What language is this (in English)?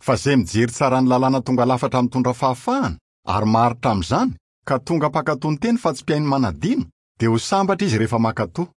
Malagasy